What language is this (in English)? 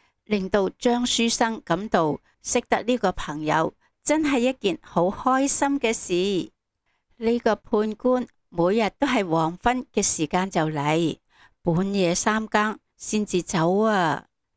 Cantonese